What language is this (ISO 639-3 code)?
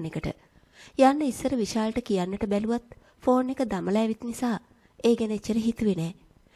sin